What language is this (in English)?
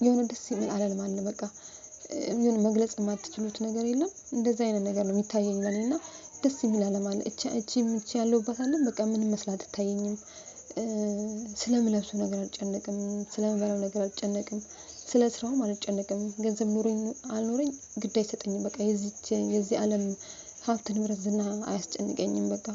Amharic